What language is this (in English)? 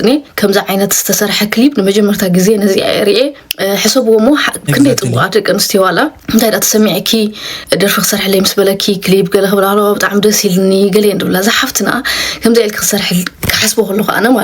Tigrinya